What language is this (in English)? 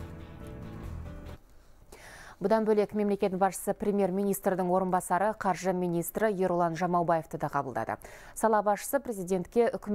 Kazakh